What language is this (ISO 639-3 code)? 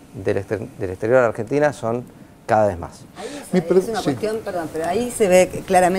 spa